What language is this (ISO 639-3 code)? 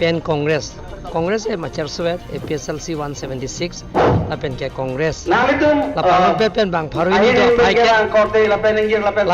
mjw